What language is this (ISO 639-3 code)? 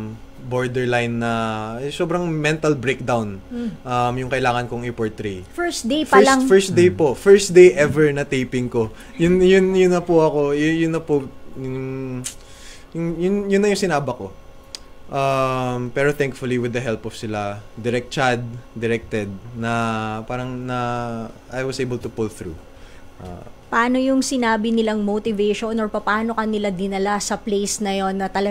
fil